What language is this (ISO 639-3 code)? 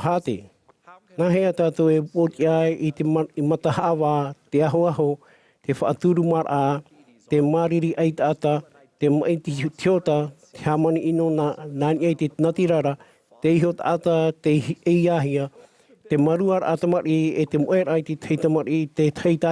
tah